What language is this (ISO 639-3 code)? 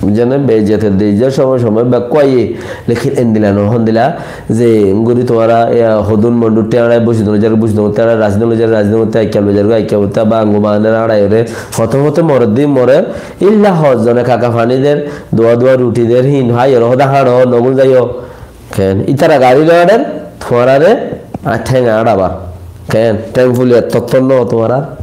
rhg